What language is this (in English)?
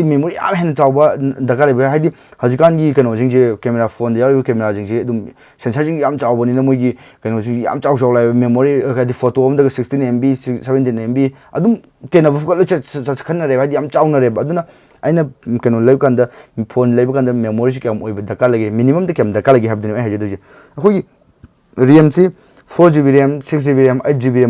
Manipuri